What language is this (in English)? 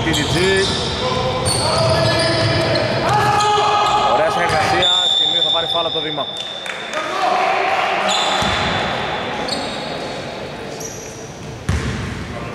Greek